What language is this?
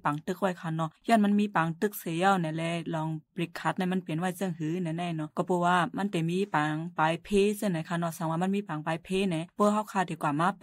Shan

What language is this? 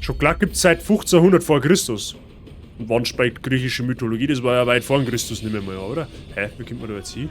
Bavarian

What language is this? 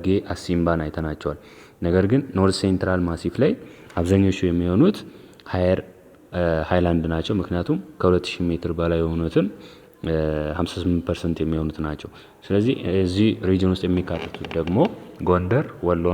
Amharic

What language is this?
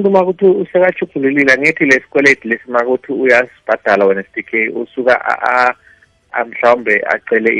South Ndebele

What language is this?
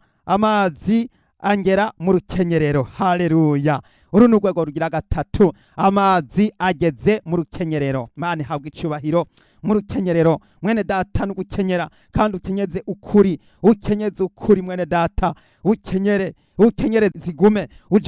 Rundi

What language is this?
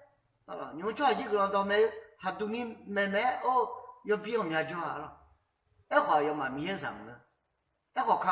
Akha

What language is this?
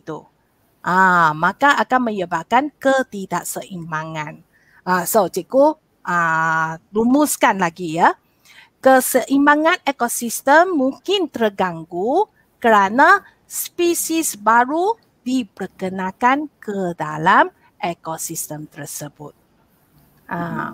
Malay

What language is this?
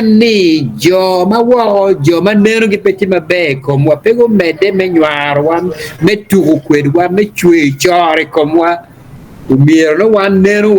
Acoli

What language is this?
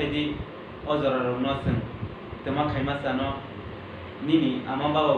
Kok Borok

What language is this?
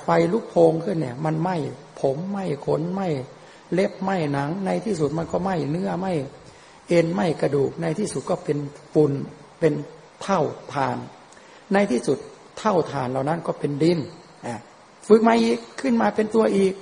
Thai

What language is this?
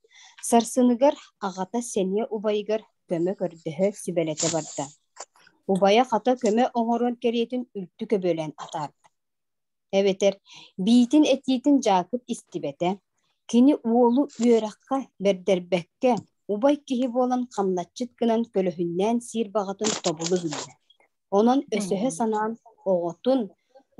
Yakut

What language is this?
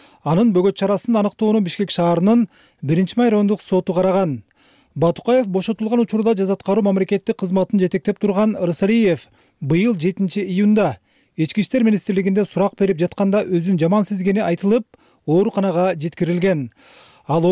Kyrgyz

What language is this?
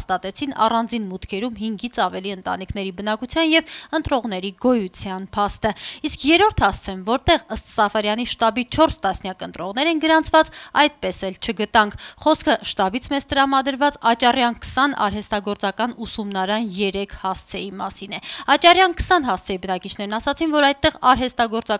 Armenian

